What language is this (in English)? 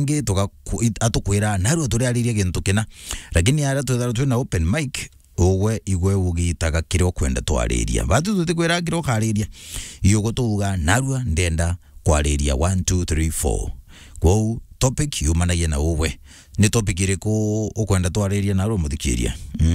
Meru